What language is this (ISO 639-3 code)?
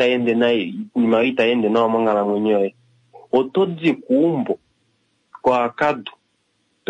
kua